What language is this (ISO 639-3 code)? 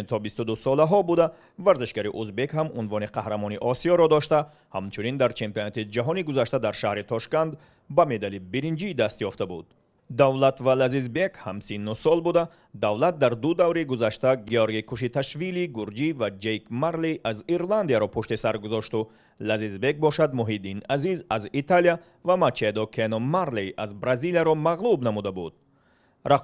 tgk